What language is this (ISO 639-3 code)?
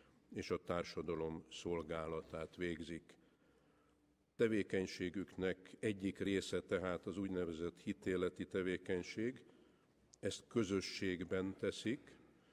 hun